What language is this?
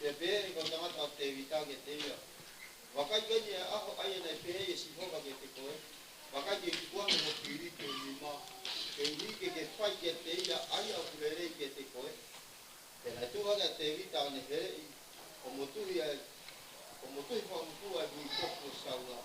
Tongan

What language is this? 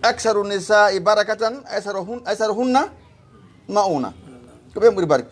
Fula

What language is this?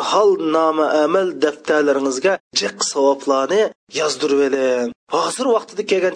Uyghur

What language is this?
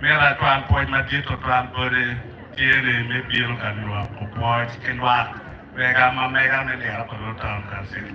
Acoli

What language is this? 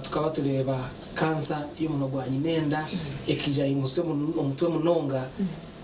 Nyankole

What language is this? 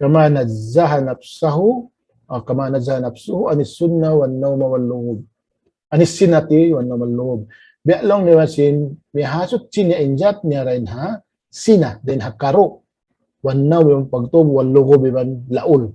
Tausug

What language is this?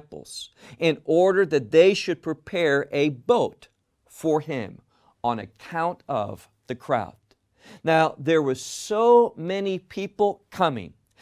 English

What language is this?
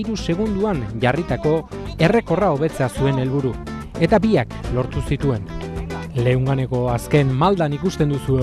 Basque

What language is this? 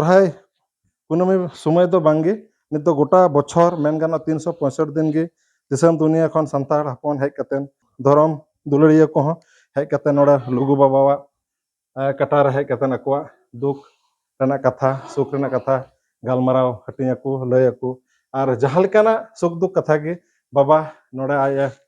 Santali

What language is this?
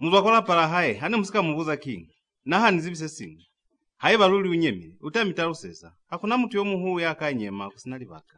Lozi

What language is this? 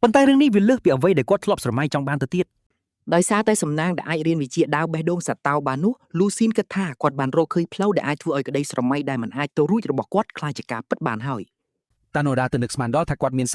Khmer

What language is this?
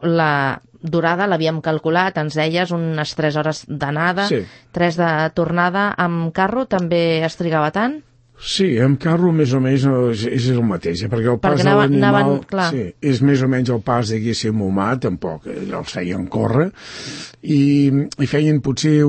Catalan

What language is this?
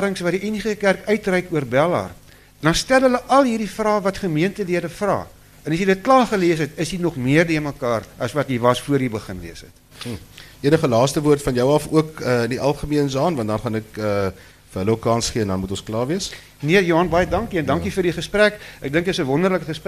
Afrikaans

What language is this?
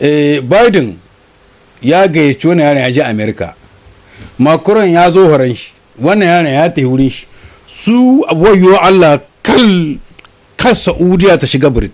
Hausa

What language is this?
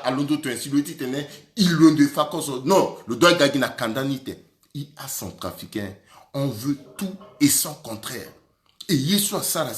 Sango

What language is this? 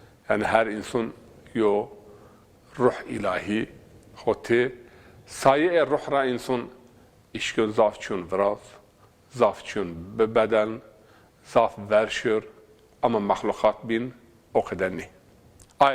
Zaza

